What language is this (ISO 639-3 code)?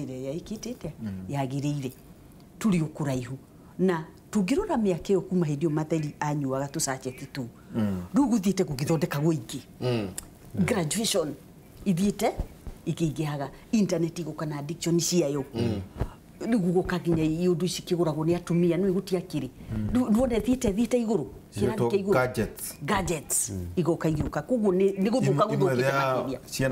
kik